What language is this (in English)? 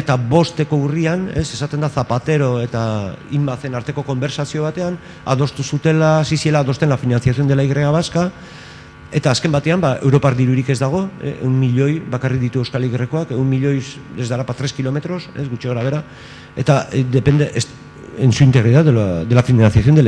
Basque